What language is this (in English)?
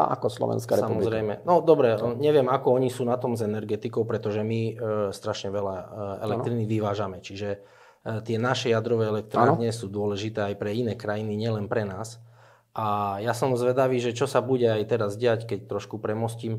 Slovak